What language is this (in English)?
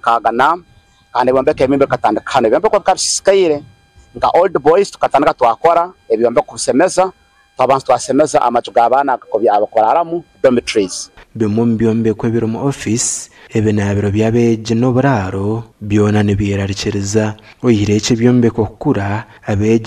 Nyankole